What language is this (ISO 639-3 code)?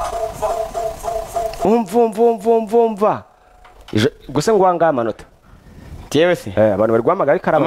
kin